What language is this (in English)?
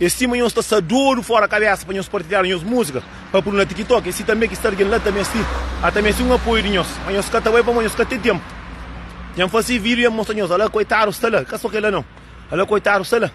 Kabuverdianu